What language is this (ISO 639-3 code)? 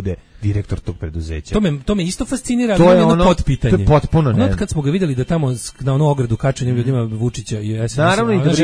srp